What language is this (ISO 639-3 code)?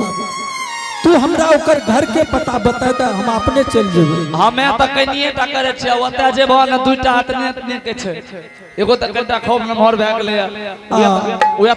anp